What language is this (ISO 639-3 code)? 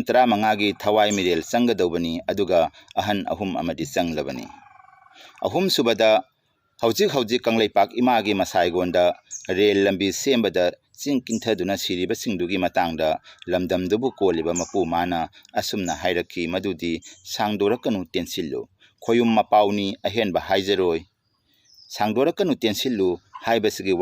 mni